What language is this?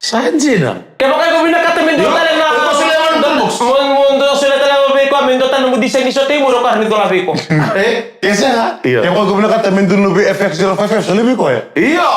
Fijian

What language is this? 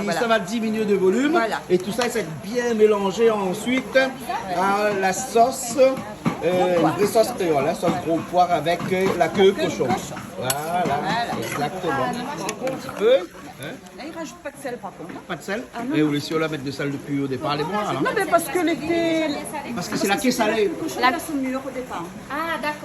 Réunion Creole French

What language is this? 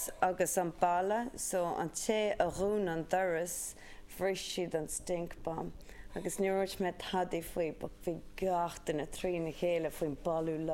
Irish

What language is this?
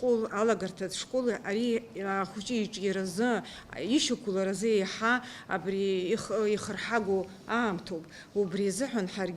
Abkhazian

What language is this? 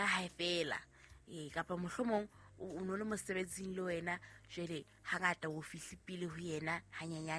Southern Sotho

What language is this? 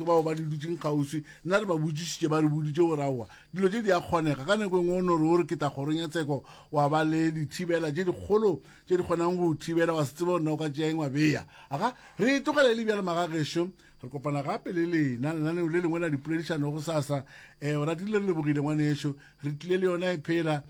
Northern Sotho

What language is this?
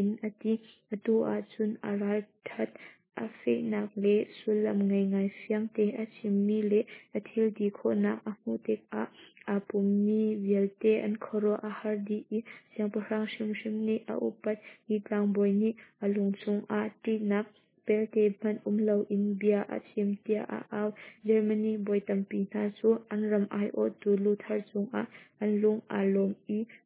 Hakha Chin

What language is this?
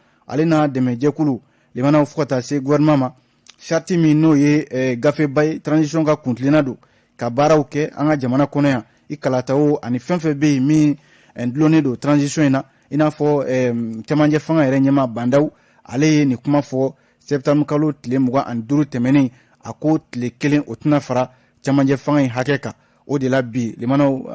Bambara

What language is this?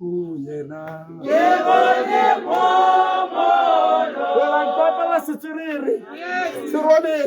Tswana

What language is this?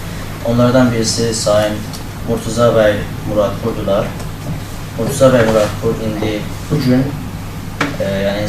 South Azerbaijani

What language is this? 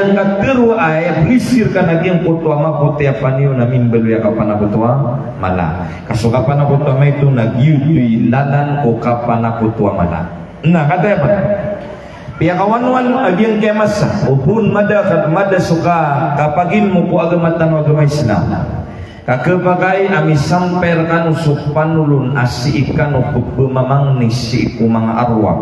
Maranao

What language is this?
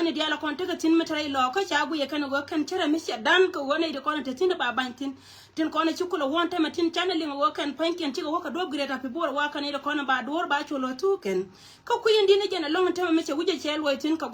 Nuer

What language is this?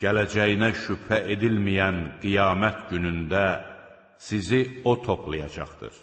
Azerbaijani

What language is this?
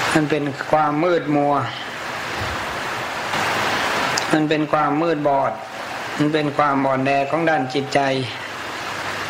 Thai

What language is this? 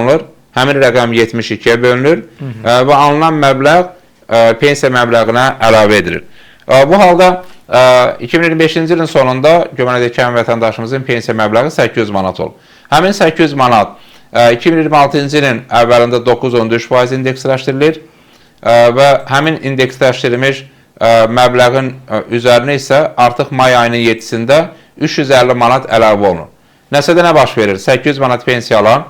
Azerbaijani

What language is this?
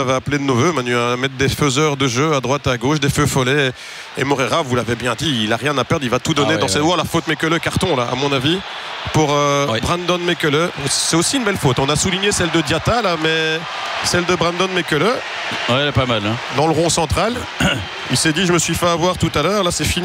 French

